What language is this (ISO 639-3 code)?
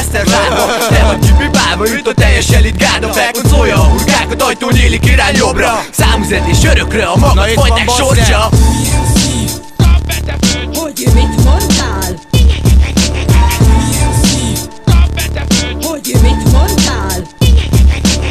hun